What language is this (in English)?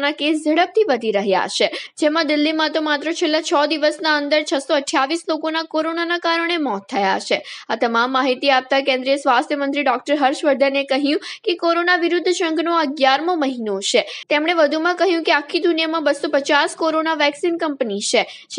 Gujarati